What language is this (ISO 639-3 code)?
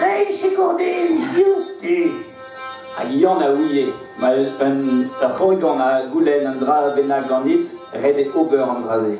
bre